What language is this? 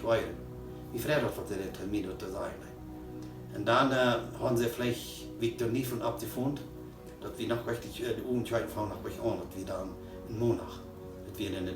Plautdietsch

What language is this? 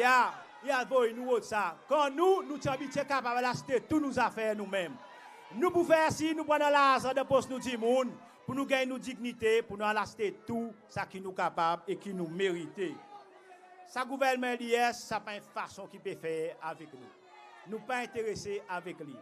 Seselwa Creole French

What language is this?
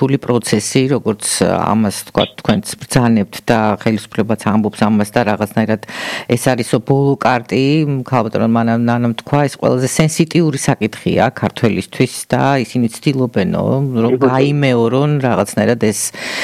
Georgian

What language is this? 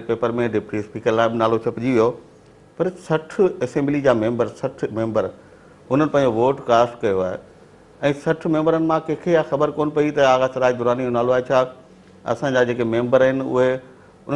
Sindhi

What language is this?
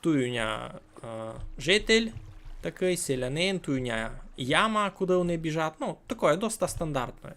Rusyn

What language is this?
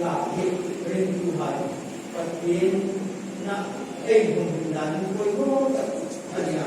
Hmar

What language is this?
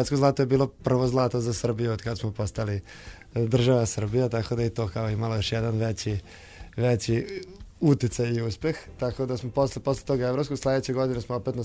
Serbian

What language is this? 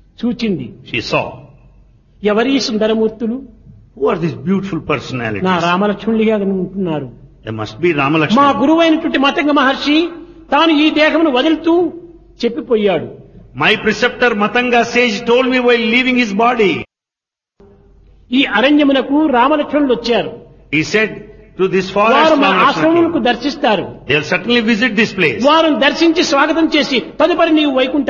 Telugu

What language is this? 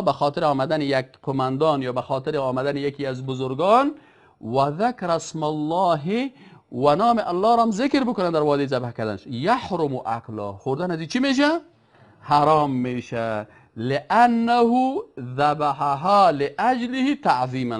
Persian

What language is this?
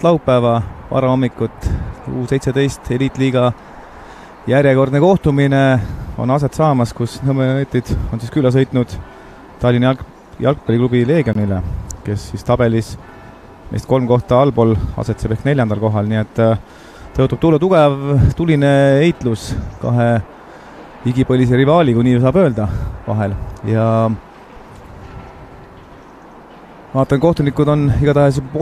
Estonian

